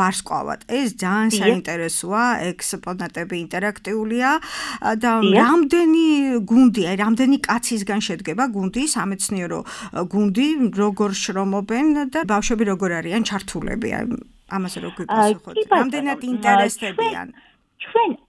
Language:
Georgian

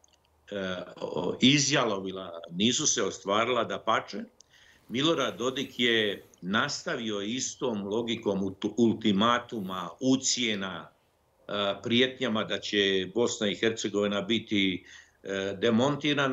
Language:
Bosnian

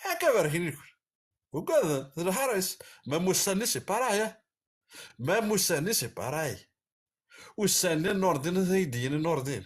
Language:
Kabyle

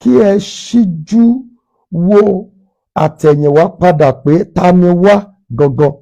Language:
Yoruba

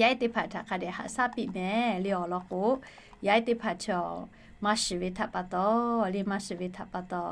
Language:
Lahu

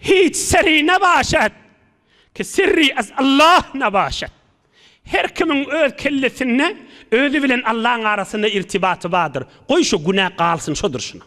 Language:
Turkmen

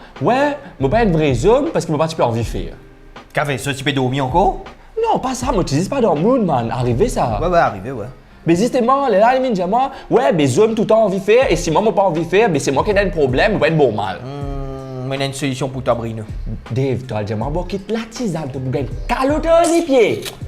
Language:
Morisyen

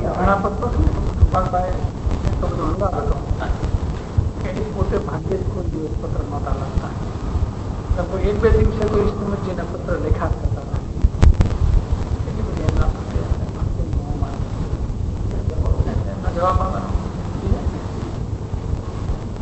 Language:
Gujarati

